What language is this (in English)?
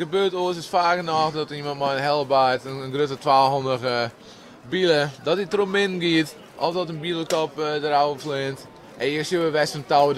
Western Frisian